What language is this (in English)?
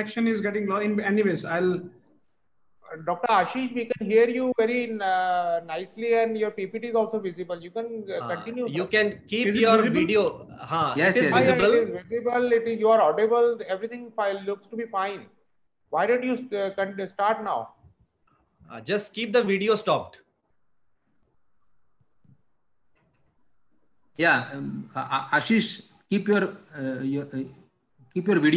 English